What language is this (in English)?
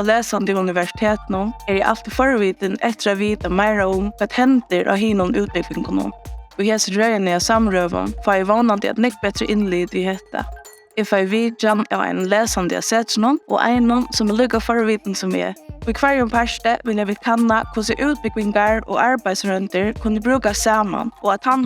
Faroese